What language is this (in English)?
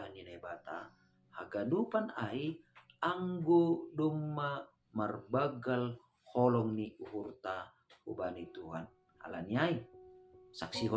Batak Simalungun